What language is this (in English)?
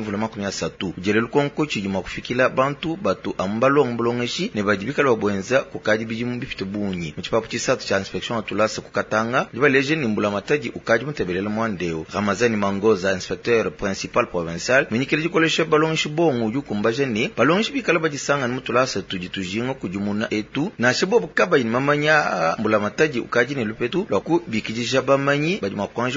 Luba-Lulua